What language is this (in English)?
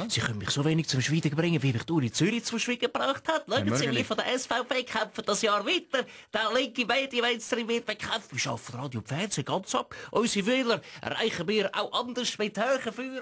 Swiss German